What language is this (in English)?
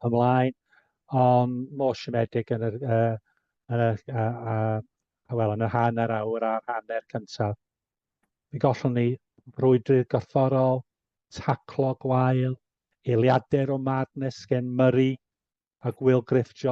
Welsh